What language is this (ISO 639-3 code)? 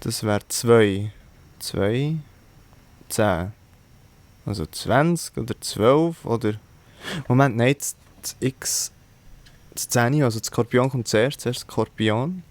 gsw